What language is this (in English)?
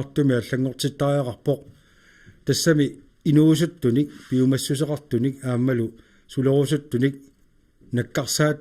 Kalaallisut